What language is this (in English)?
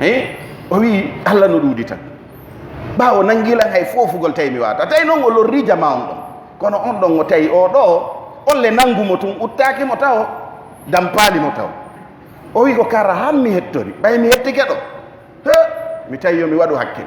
Pular